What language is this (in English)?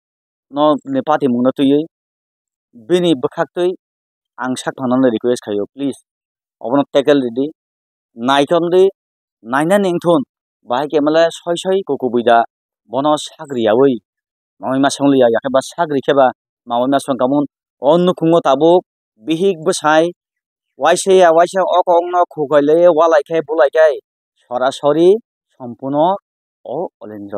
Kok Borok